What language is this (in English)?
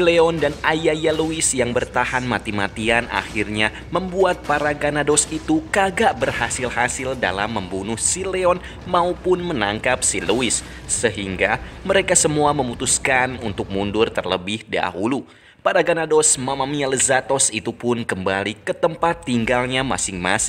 Indonesian